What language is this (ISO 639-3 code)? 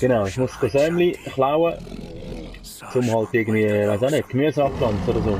gsw